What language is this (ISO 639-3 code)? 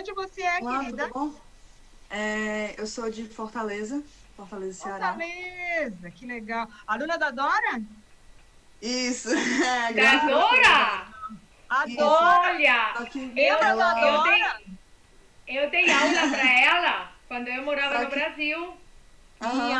por